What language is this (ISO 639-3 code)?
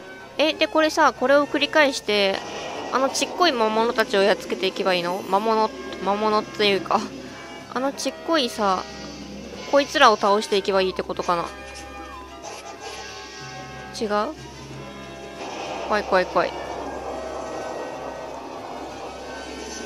jpn